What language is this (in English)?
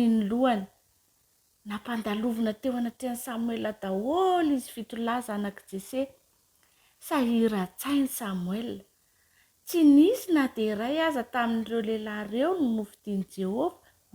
Malagasy